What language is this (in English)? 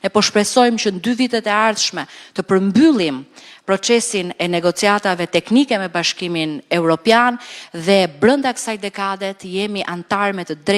Albanian